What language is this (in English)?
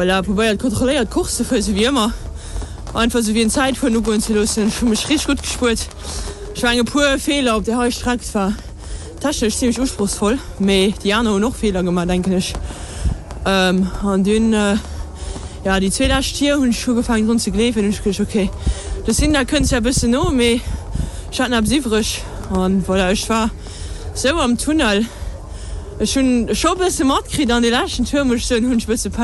Luxembourgish